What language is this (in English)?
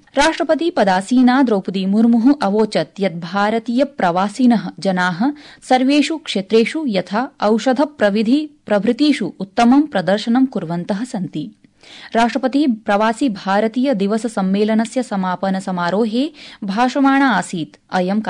Sanskrit